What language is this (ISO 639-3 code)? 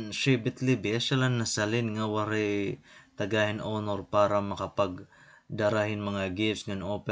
war